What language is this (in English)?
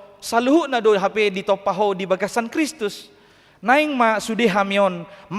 Batak Toba